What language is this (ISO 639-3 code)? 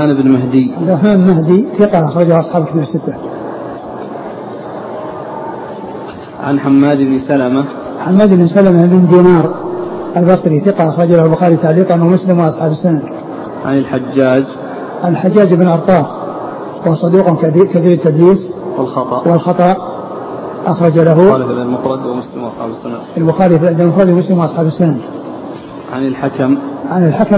ara